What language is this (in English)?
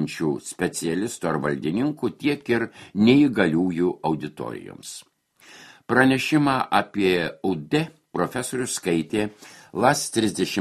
Lithuanian